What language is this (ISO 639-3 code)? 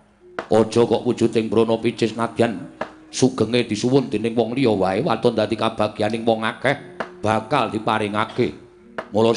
jav